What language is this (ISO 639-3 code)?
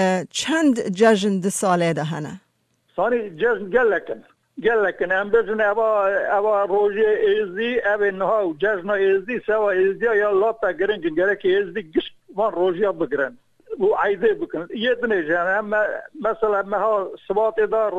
kur